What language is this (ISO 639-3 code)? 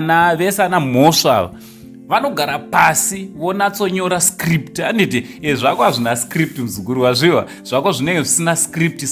sna